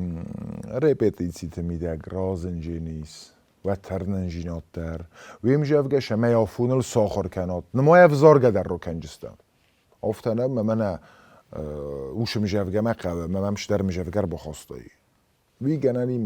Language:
Ossetic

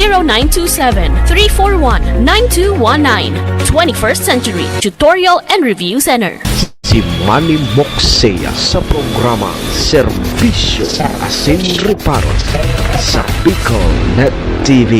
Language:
Bikol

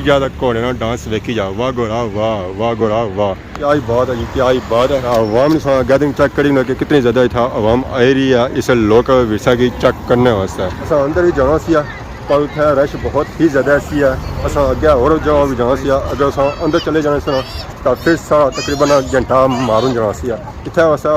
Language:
Pahari-Potwari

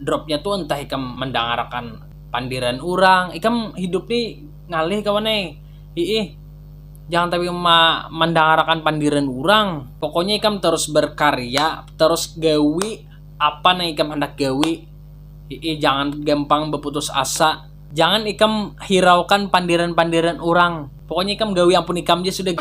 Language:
Banjar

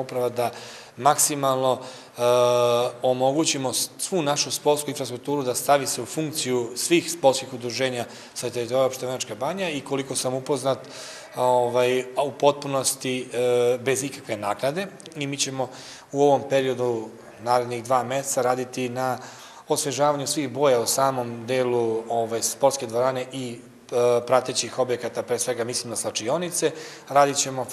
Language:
Serbian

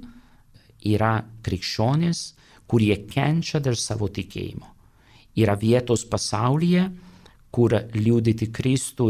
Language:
Lithuanian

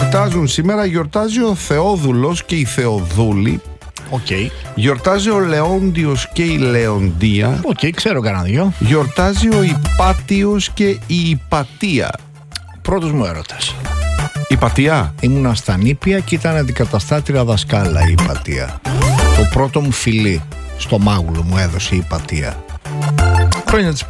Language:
Greek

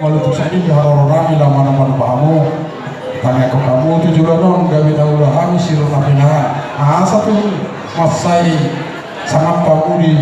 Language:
Batak Toba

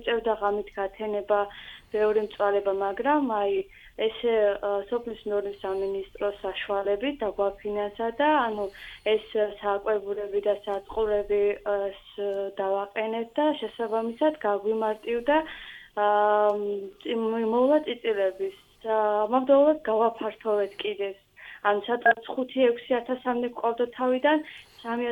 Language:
Georgian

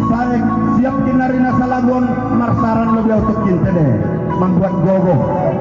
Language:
Batak Simalungun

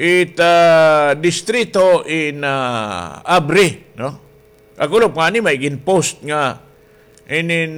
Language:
Waray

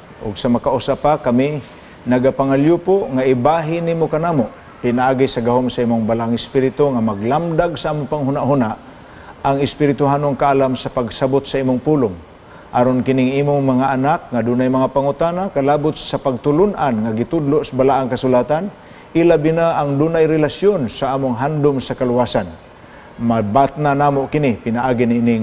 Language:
Cebuano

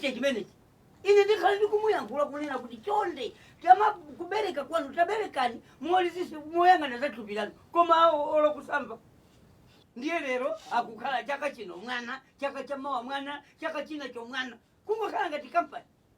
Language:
Nyanja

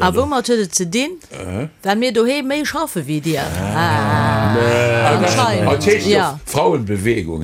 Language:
Luxembourgish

